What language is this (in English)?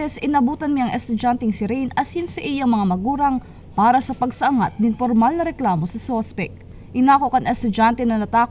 Bikol